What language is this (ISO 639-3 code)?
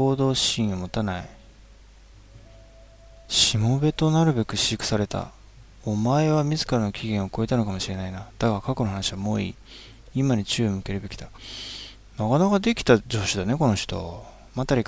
jpn